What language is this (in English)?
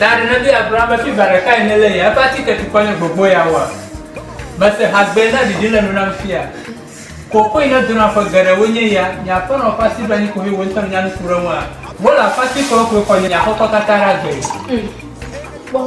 Ewe